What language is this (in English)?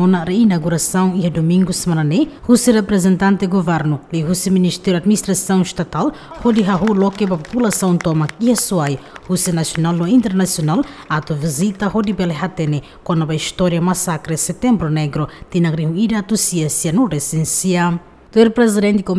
Tetum